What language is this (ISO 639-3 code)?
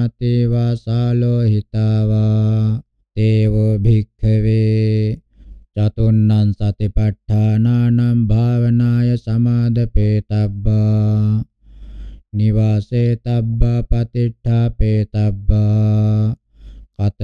pli